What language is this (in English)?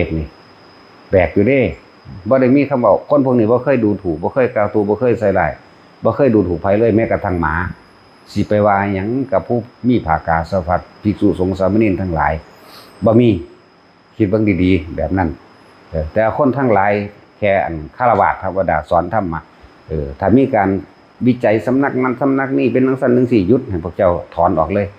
Northeastern Thai